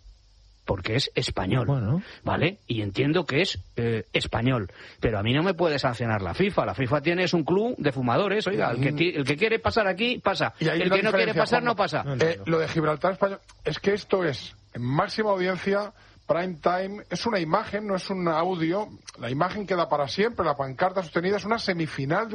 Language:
Spanish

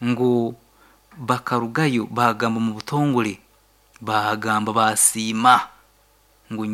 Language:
Nyankole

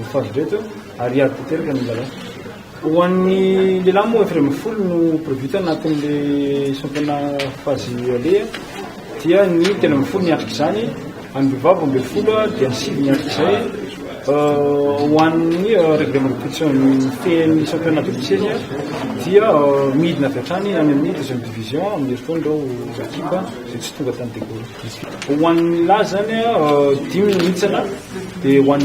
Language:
Malagasy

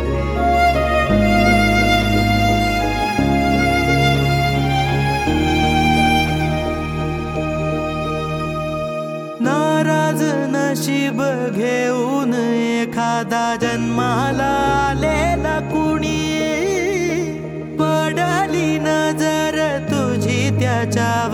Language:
Marathi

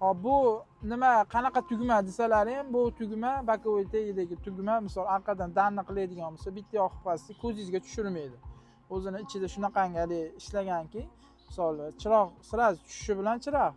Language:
Uzbek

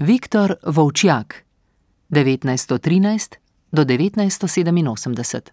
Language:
Slovenian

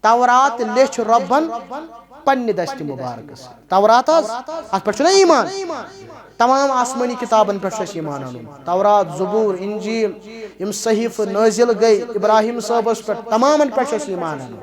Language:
Kashmiri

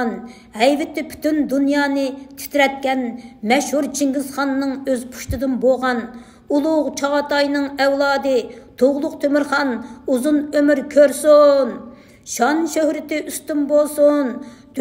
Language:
Uyghur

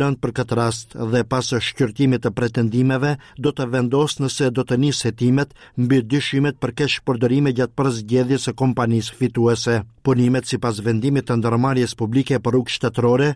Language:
Albanian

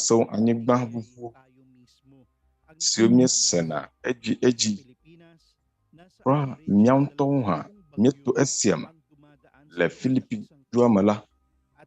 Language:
Ewe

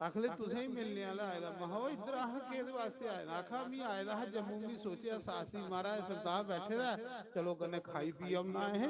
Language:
Dogri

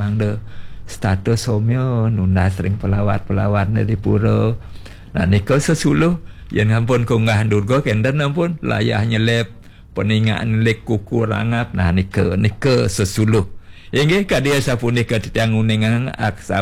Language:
Balinese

